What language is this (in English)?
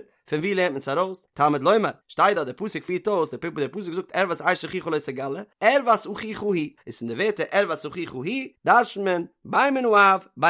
Yiddish